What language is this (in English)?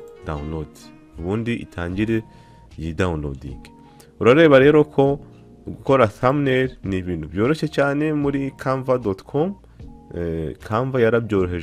Kinyarwanda